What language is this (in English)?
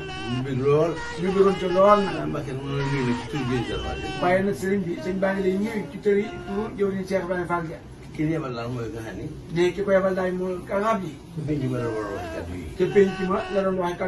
Wolof